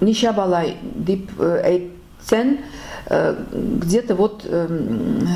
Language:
Tatar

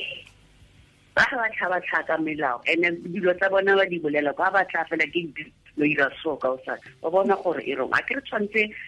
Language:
Tswana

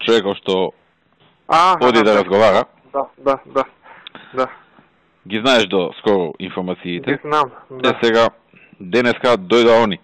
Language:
Macedonian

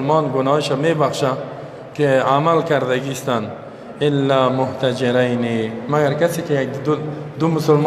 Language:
Persian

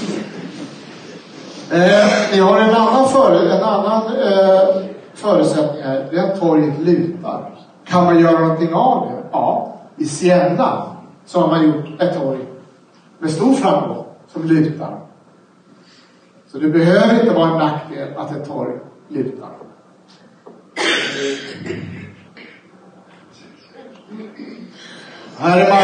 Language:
Swedish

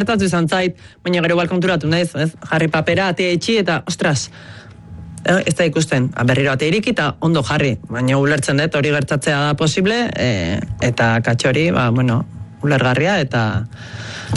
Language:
Basque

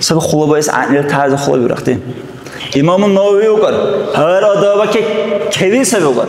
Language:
Dargwa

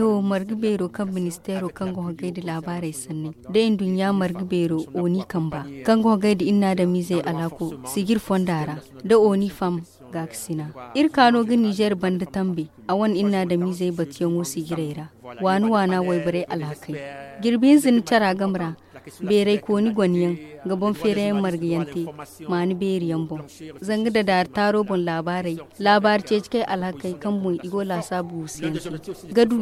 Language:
Zarma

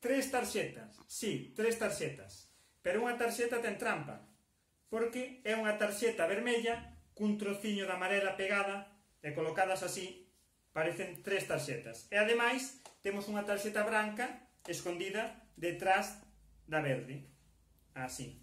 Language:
Galician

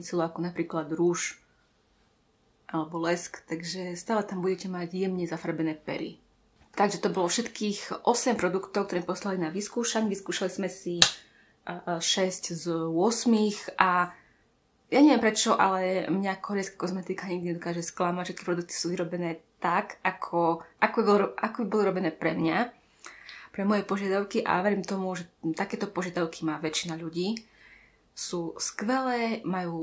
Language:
Slovak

